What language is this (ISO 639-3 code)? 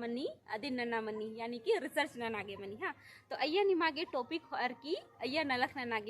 kru